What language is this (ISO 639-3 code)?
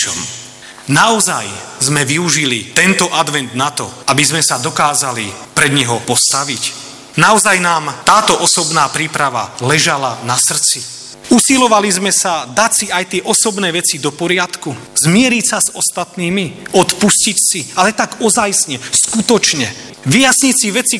slk